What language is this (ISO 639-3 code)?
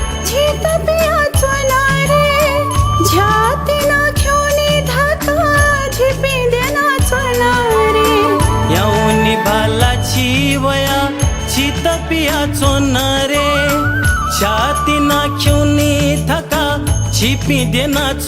new